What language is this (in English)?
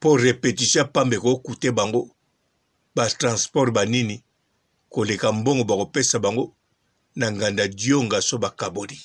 Lingala